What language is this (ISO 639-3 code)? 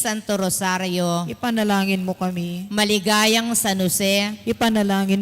pam